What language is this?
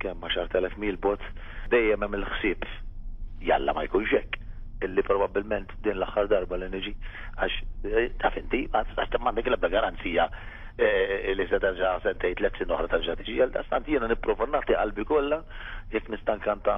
Maltese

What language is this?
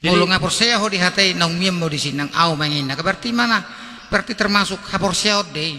Batak Toba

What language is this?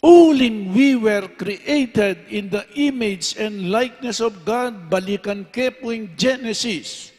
Pampanga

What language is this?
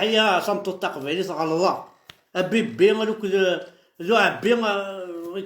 Kabyle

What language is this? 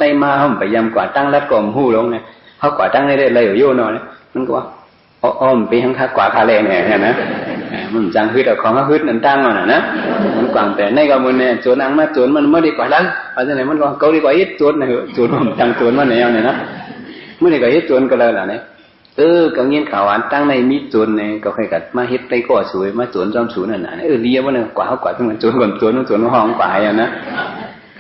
Shan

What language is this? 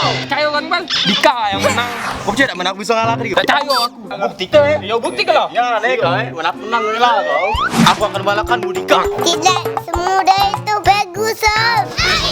Musi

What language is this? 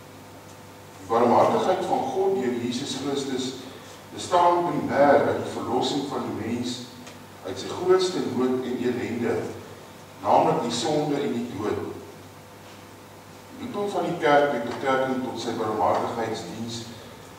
Afrikaans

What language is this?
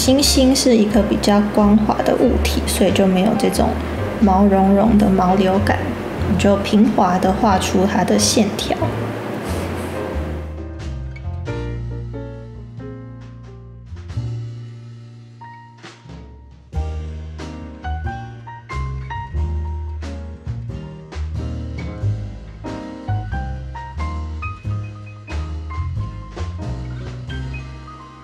Chinese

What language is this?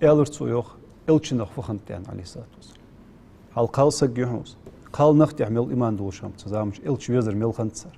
Ingush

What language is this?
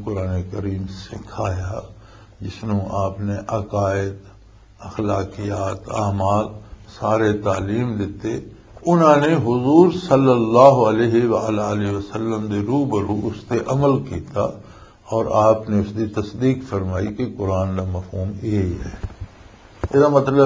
Western Panjabi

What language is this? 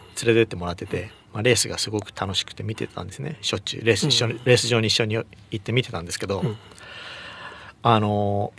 Japanese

